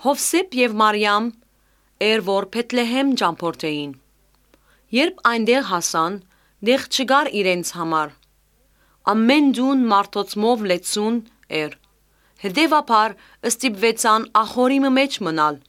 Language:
Armenian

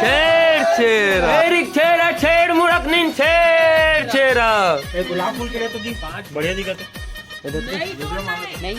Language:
Chhattisgarhi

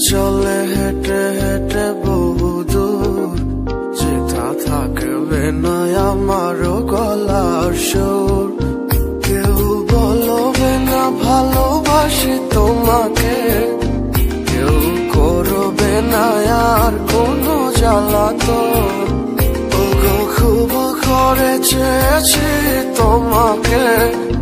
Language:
Bangla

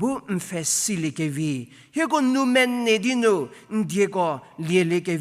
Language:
Angami Naga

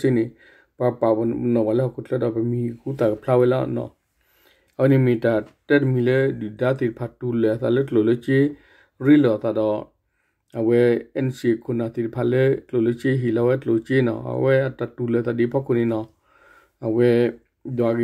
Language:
S'gaw Karen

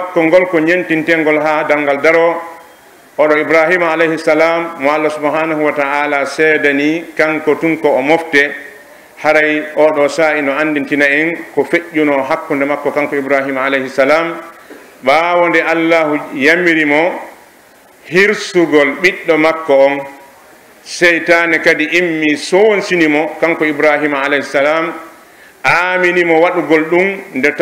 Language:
Pular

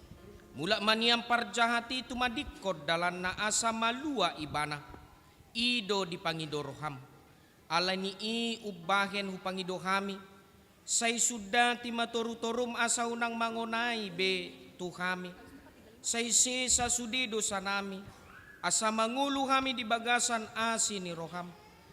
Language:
Batak Toba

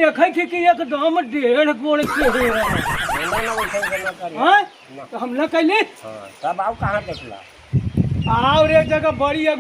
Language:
Magahi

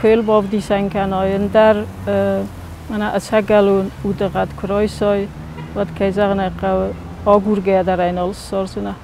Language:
Ossetic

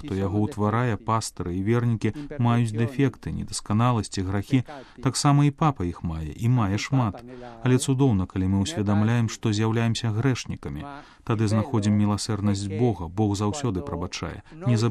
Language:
Belarusian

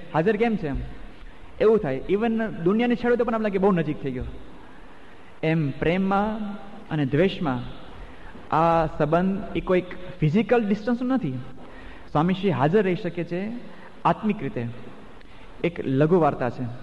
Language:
Gujarati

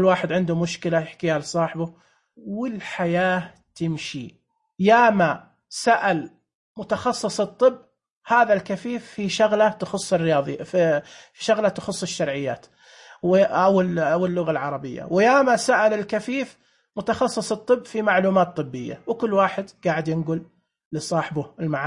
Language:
Najdi Arabic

